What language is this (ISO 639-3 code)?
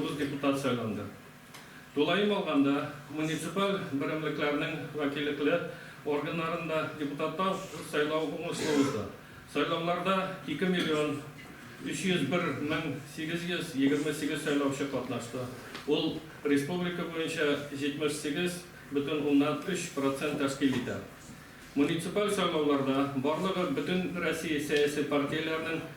tat